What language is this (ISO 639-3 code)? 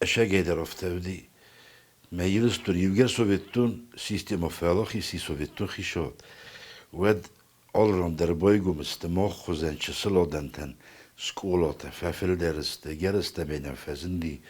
oss